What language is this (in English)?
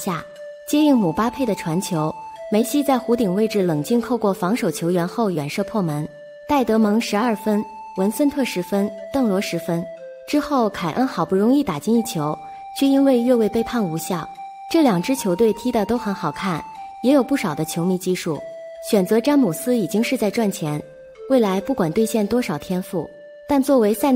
Chinese